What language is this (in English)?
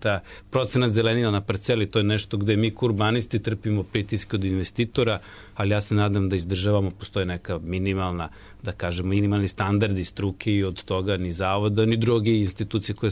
Serbian